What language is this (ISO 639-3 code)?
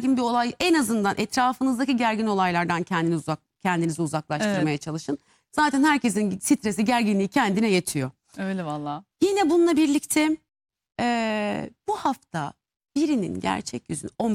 tur